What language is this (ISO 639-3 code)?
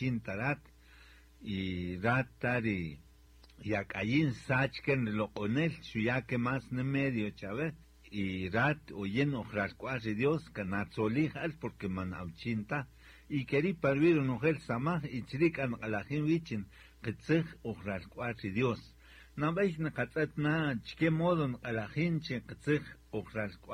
cak